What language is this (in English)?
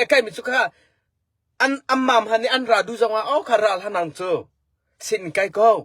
Hakha Chin